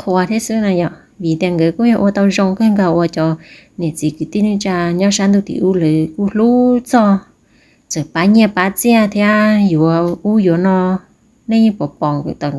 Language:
Hmong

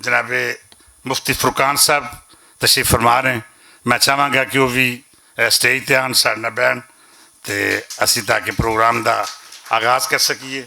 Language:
Western Panjabi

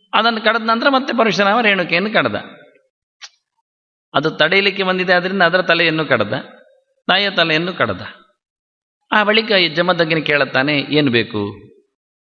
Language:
Kannada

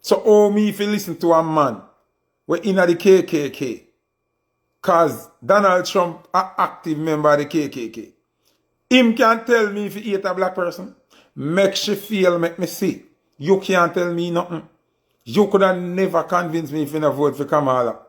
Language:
Jamaican Creole English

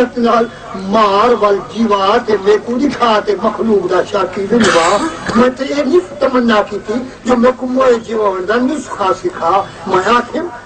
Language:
Saraiki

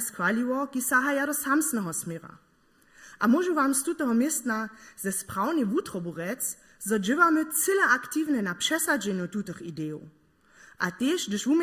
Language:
Upper Sorbian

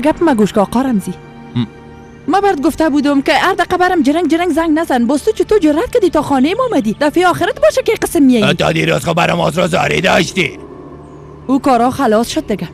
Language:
Persian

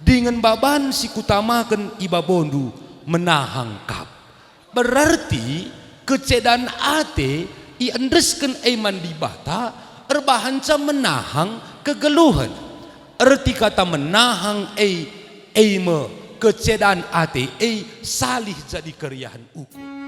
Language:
Batak Karo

